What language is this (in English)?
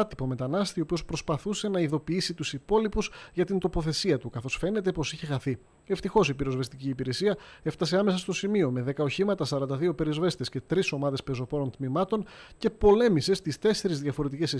Greek